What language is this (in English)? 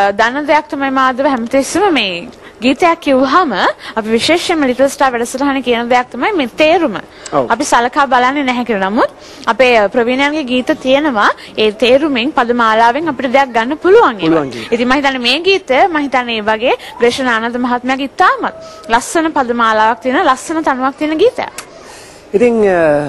Sinhala